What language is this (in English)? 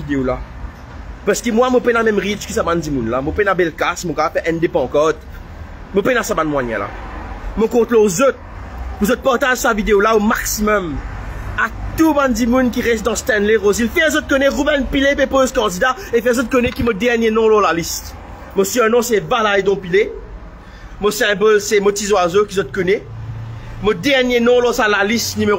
Morisyen